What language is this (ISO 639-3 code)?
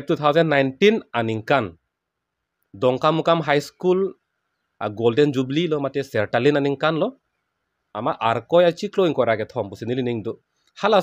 mjw